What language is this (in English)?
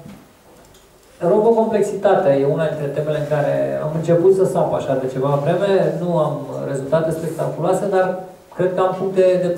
Romanian